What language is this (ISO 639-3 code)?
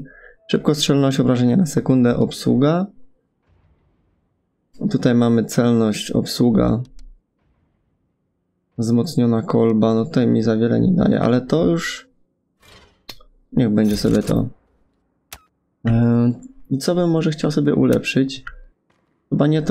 pol